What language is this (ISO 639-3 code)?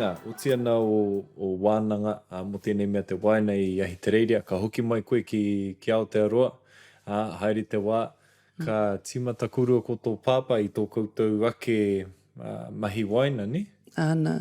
mri